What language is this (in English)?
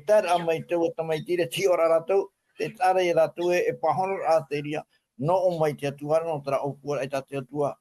Tahitian